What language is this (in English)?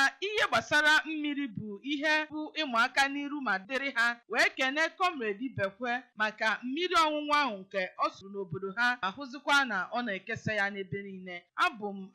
Igbo